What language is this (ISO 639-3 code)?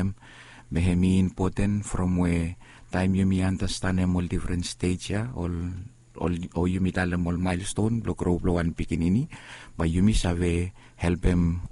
bis